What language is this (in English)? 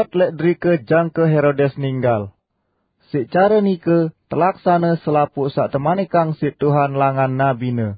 Sasak